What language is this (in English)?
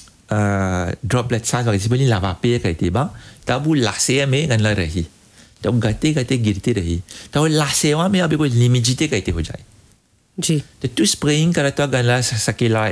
Bhojpuri